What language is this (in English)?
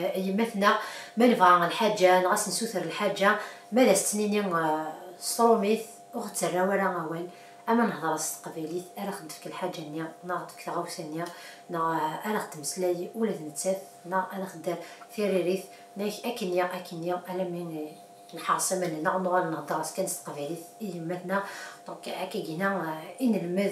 Kabyle